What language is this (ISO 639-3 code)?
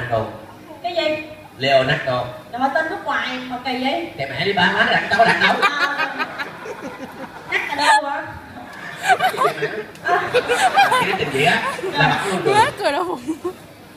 vie